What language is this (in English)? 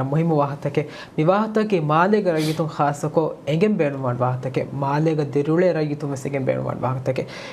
Divehi